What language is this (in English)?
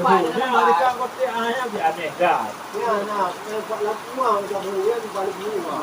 Achinese